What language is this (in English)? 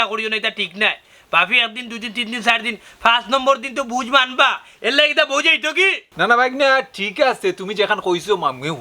Sylheti